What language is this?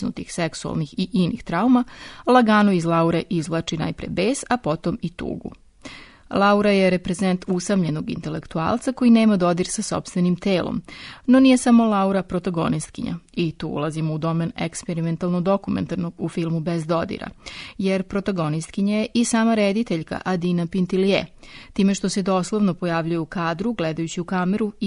Serbian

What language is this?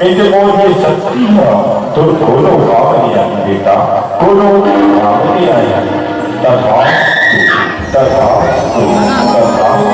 Chhattisgarhi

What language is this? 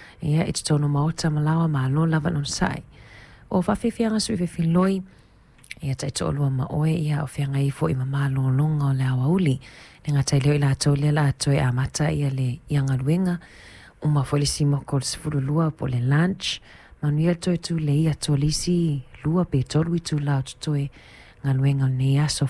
Samoan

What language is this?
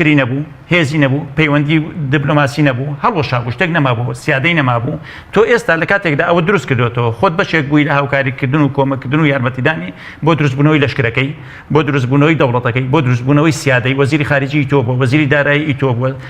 Central Kurdish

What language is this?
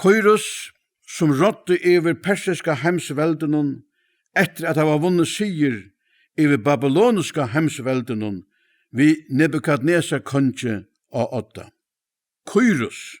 Faroese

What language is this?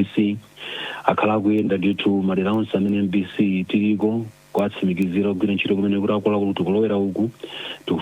Nyanja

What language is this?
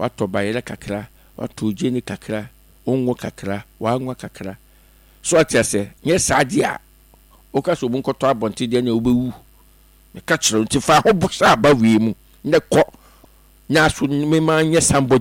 Akan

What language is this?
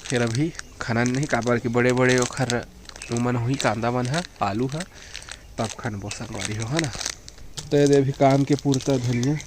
Chhattisgarhi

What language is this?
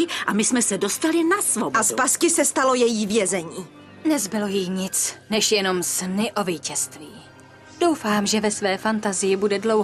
Czech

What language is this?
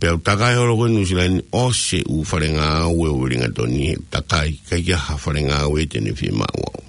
Tongan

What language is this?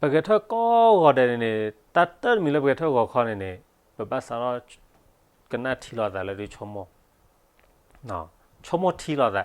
S'gaw Karen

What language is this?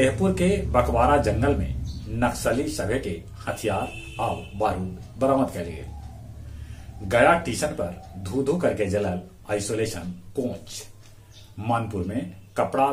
Magahi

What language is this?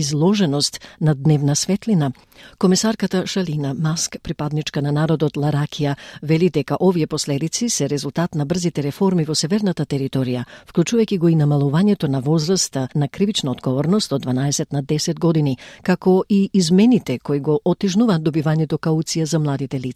Macedonian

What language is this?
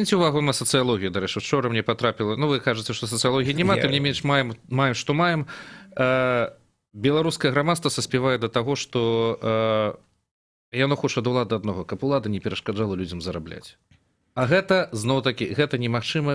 Belarusian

